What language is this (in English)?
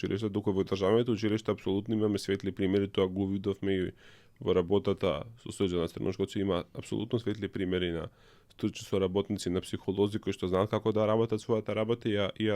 Macedonian